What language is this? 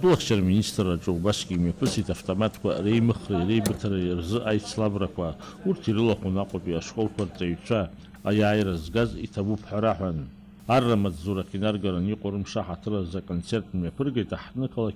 Abkhazian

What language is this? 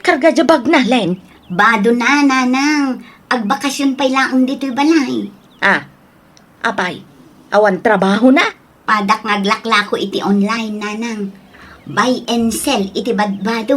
Iloko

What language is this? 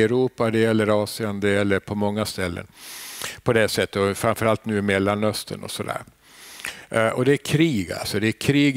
Swedish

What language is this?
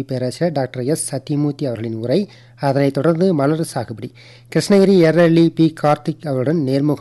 Tamil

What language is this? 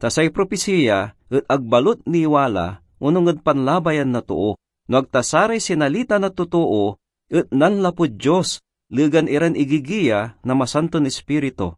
Pangasinan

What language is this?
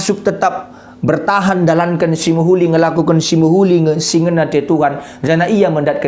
Batak Karo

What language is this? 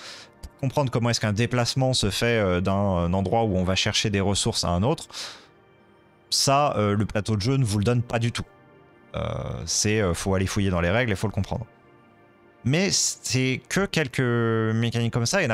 French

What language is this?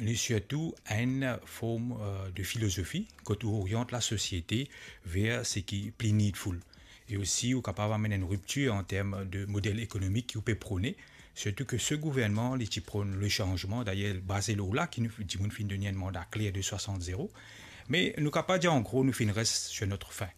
Morisyen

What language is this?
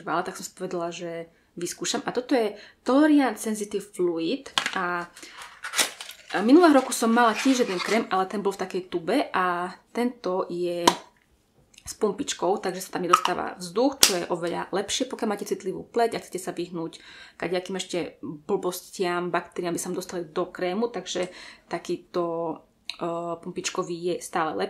Slovak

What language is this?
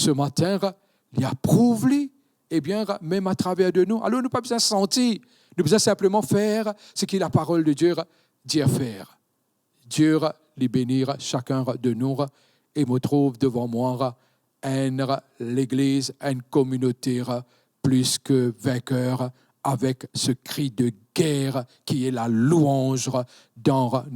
Morisyen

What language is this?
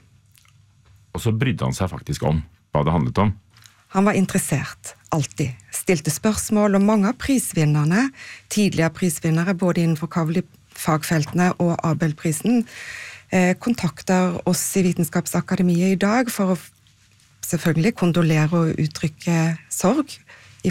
Norwegian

